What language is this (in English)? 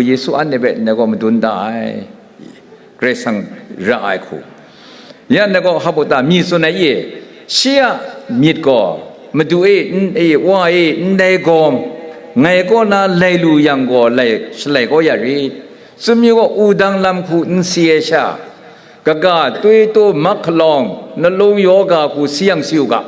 Kachin